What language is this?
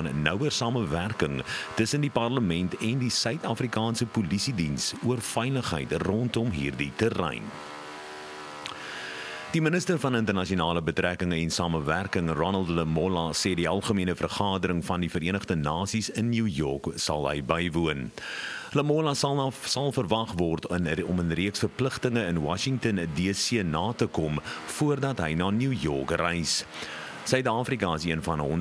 Afrikaans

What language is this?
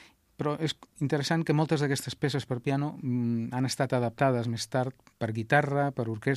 Catalan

